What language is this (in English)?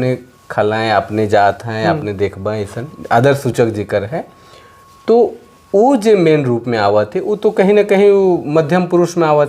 Sadri